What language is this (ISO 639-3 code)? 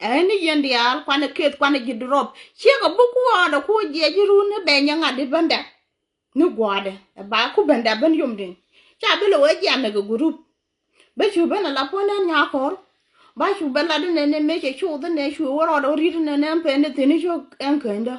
nus